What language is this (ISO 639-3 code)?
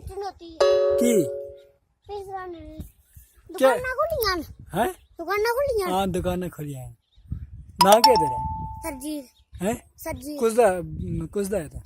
doi